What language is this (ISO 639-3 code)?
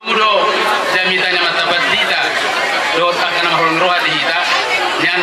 bbc